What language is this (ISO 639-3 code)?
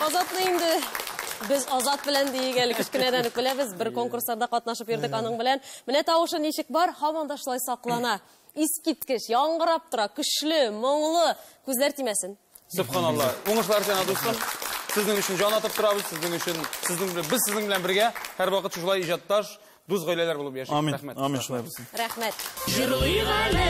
tat